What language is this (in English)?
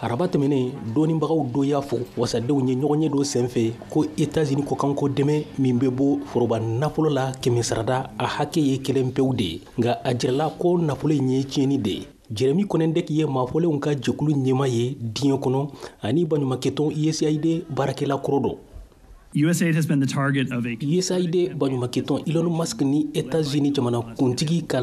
Bambara